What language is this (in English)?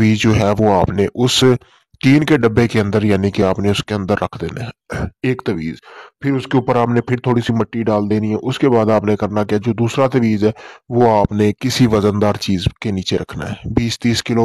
Urdu